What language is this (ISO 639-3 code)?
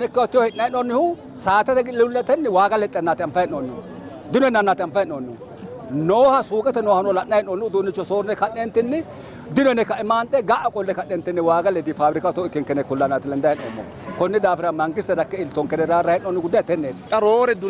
sid